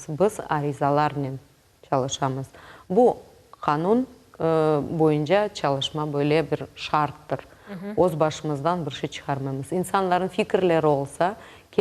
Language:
Crimean Tatar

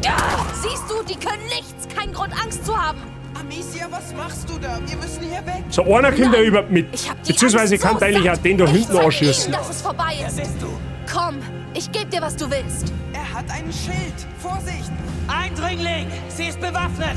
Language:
Bavarian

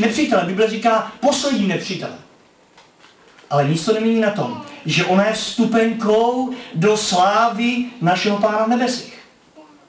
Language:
Czech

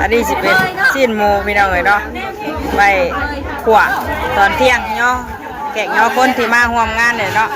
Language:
Northeastern Thai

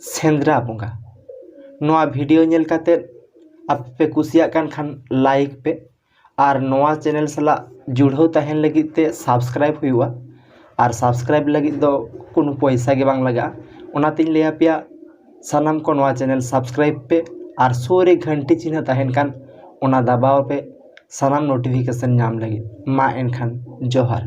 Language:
Santali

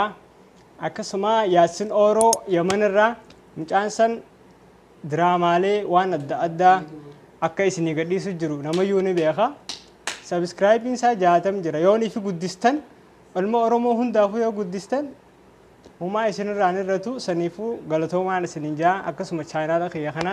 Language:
Oromo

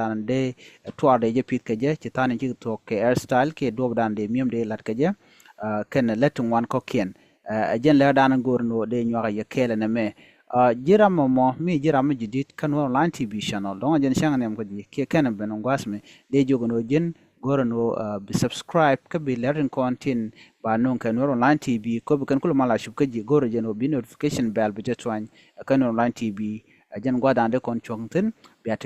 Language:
Nuer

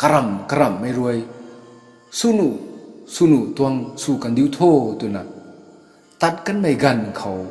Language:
Rongmei Naga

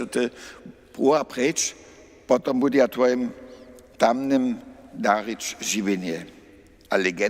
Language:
Upper Sorbian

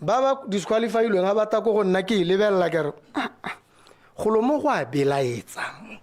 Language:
Tswana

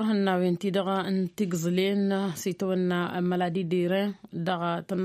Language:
Tamasheq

